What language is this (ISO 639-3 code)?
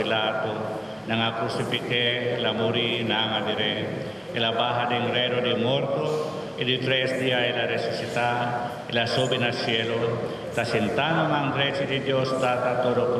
pap